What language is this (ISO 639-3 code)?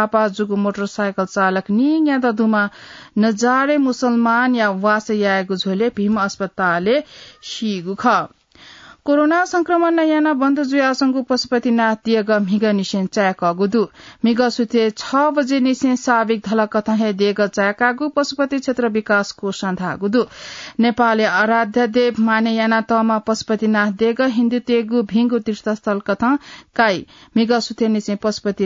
new